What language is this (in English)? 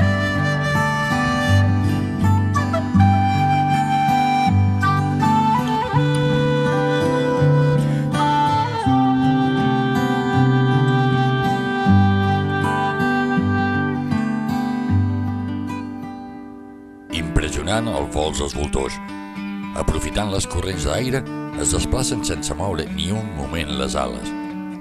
Catalan